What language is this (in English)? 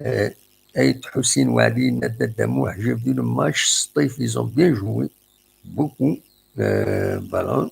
Kabyle